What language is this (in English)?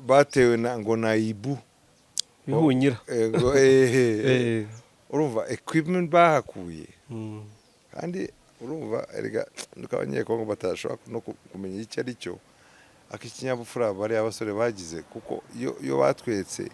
Kinyarwanda